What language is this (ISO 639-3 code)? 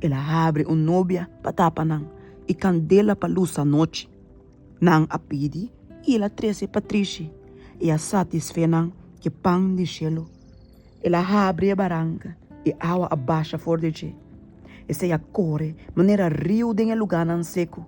pap